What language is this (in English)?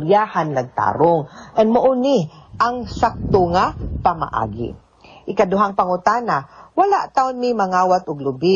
Cebuano